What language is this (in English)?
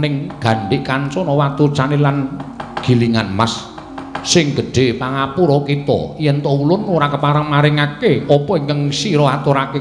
Javanese